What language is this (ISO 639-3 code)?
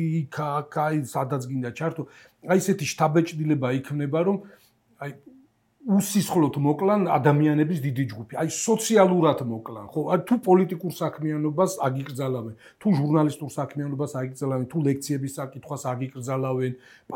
kat